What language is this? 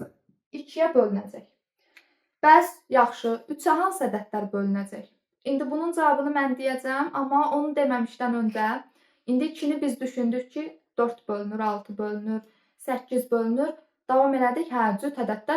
Azerbaijani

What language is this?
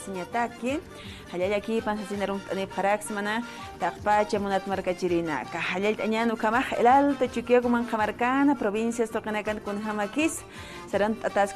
Aymara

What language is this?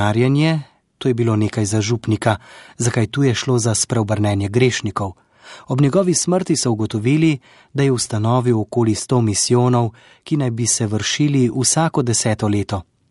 Slovenian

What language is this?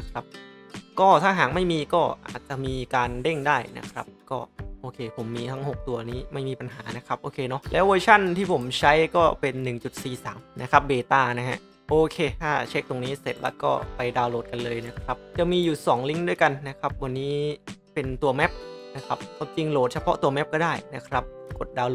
Thai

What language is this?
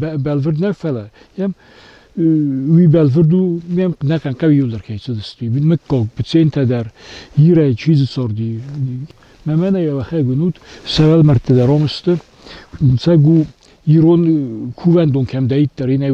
Ossetic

